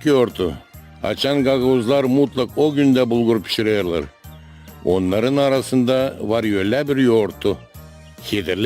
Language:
Gagauz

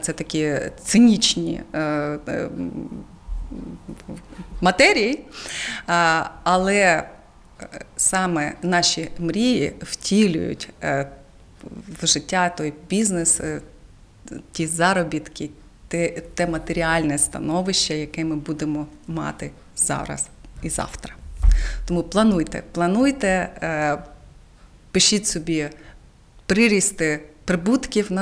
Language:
Ukrainian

